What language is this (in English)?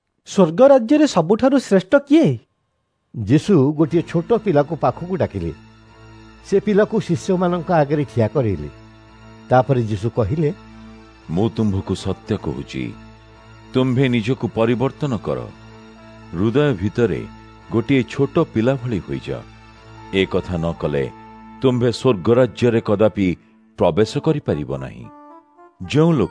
Odia